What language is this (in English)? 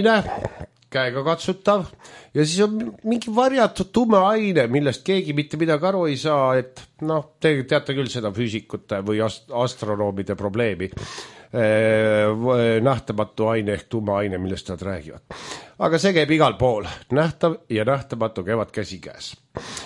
Estonian